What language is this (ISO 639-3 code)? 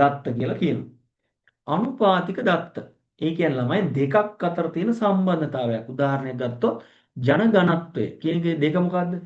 sin